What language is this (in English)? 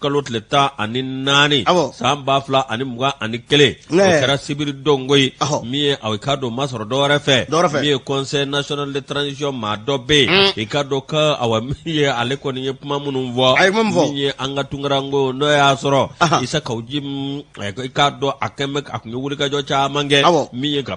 Bambara